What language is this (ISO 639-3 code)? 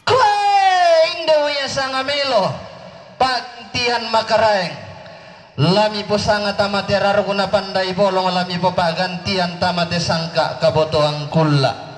sda